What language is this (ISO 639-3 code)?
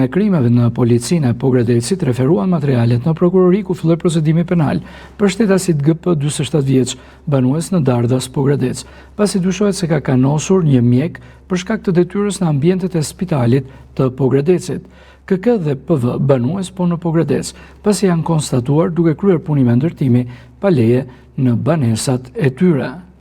sqi